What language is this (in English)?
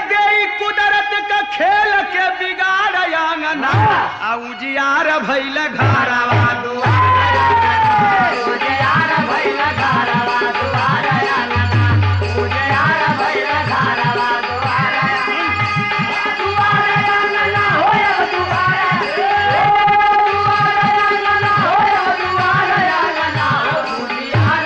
Bhojpuri